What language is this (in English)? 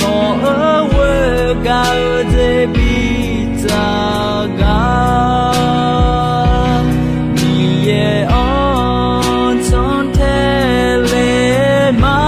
Akha